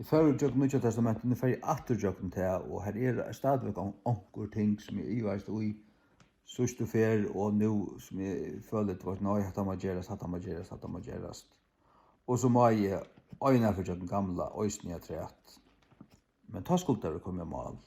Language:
Faroese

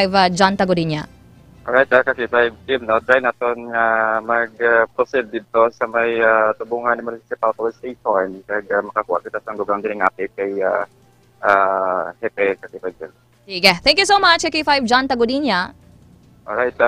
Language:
Hiligaynon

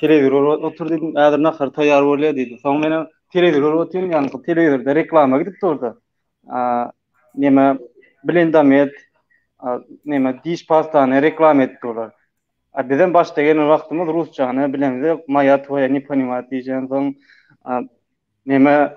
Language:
Turkmen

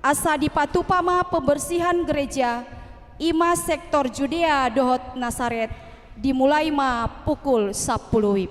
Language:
Batak Toba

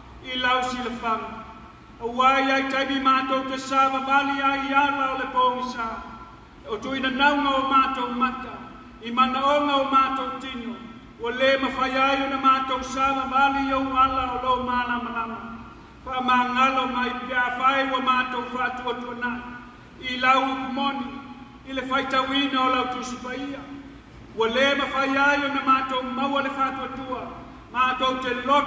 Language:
Samoan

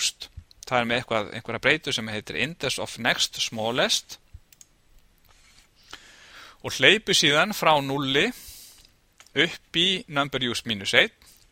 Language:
Icelandic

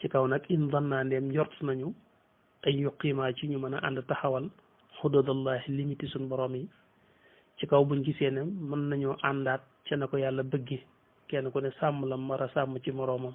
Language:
Wolof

